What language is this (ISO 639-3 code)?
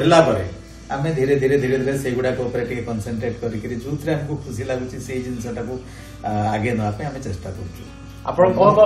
ori